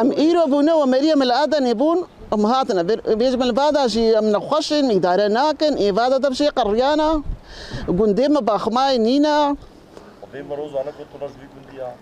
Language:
Kurdish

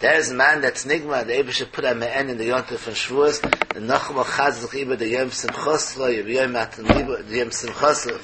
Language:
Yiddish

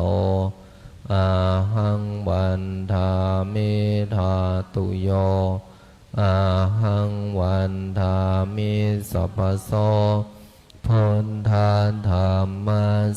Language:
Pali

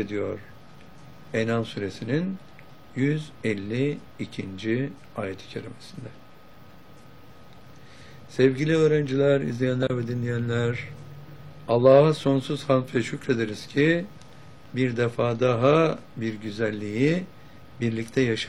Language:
Turkish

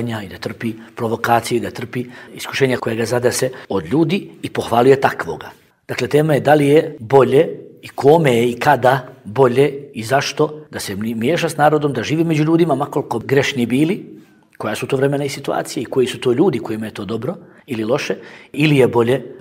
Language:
Bosnian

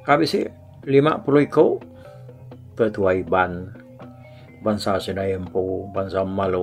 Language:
Iban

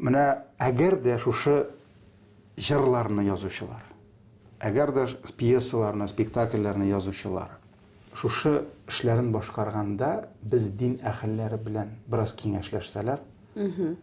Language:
Tatar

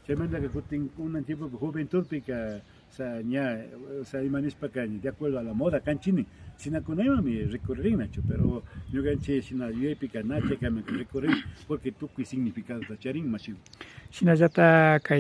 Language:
Imbabura Highland Quichua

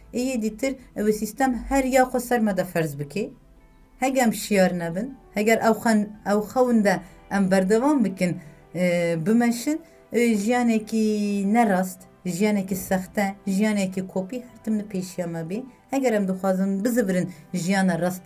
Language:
Kurdish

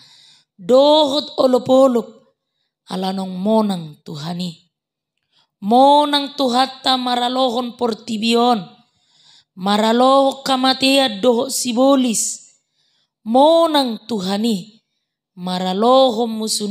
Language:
Batak Toba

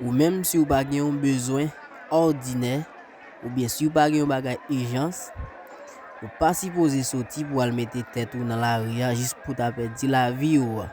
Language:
Haitian Creole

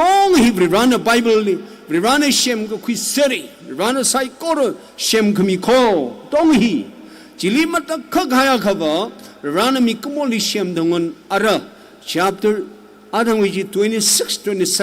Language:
Tangkhul Naga (India)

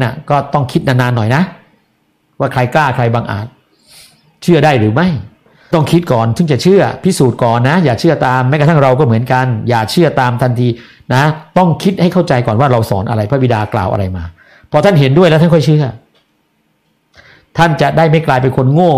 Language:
Thai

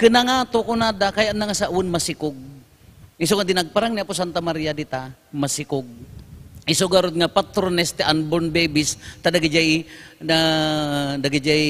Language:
Iloko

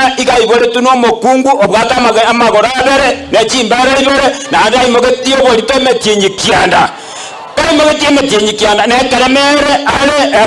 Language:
Gusii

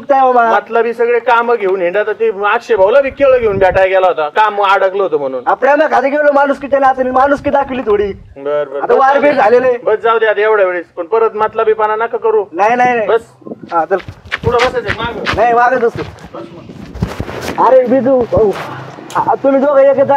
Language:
Marathi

